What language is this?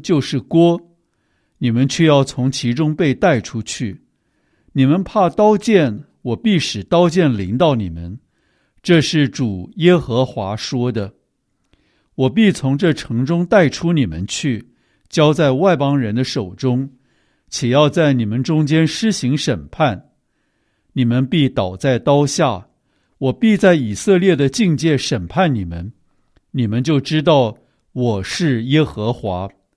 Chinese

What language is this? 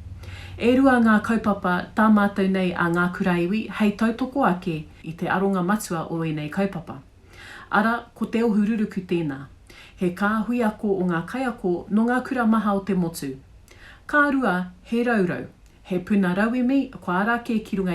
Māori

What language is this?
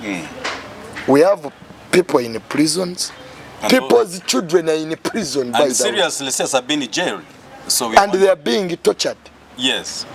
Ganda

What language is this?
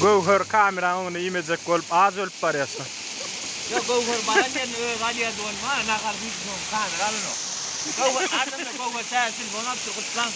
Turkmen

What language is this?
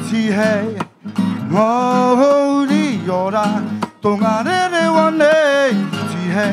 Māori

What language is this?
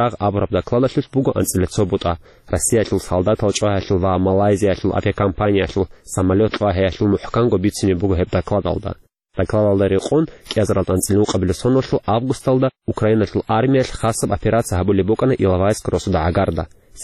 Avaric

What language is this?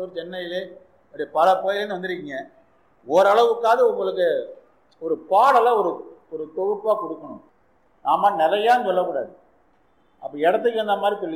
Tamil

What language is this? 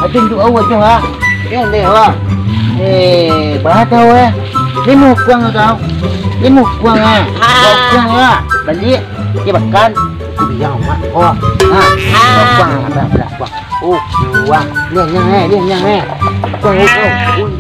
Minangkabau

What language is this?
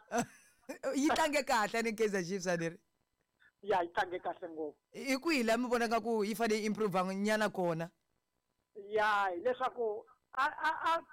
Tsonga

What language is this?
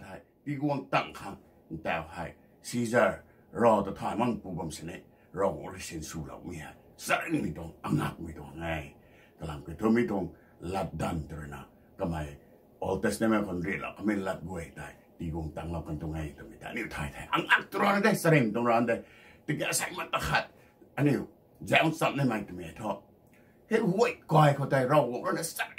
Rongmei Naga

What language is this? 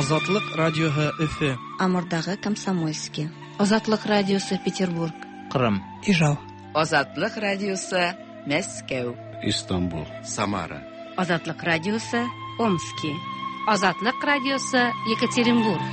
Tatar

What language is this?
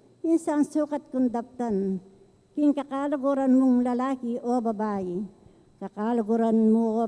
Pampanga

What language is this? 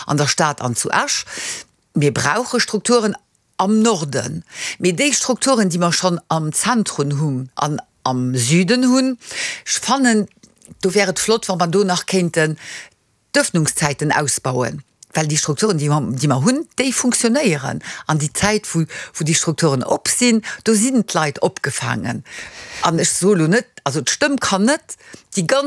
Luxembourgish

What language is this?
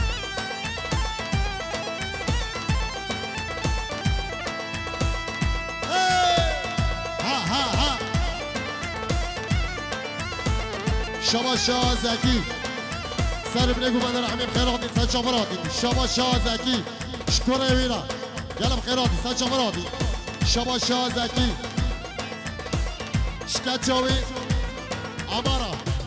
Kurdish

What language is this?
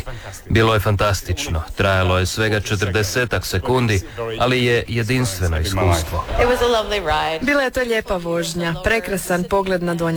Croatian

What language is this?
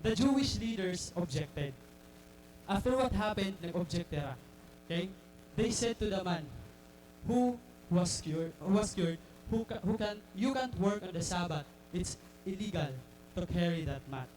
Waray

